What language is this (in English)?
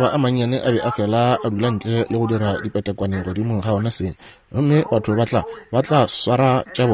Northern Sotho